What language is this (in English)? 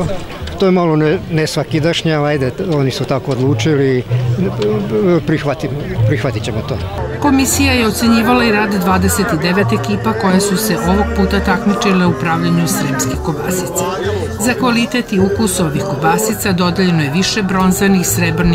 Serbian